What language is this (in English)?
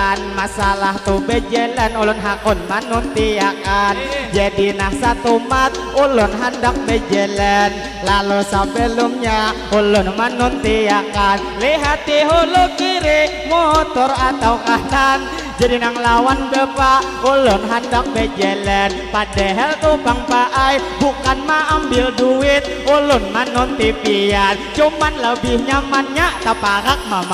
Banjar